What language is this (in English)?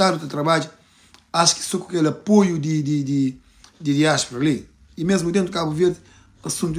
Kabuverdianu